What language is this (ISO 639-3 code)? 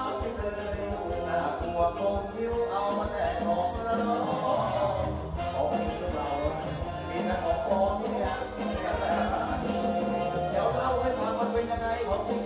tha